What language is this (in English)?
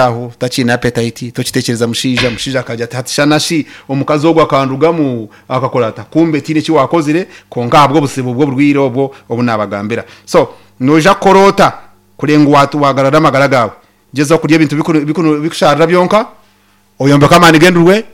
Nyankole